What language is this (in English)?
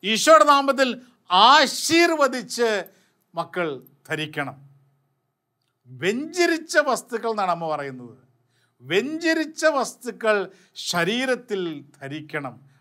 Malayalam